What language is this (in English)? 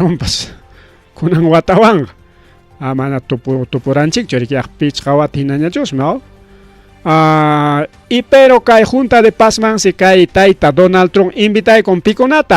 Ayacucho Quechua